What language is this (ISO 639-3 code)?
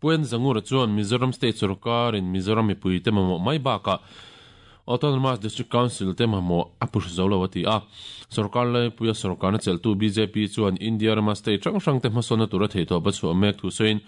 lus